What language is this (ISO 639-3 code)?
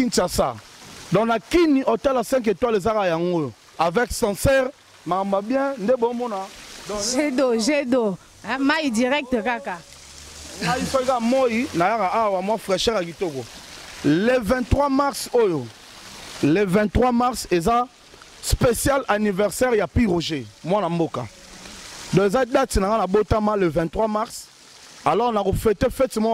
lin